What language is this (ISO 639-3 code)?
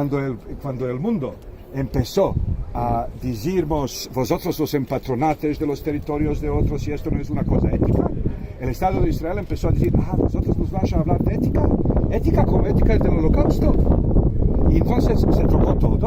lad